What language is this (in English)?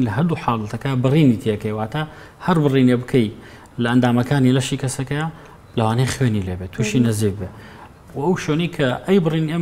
Central Kurdish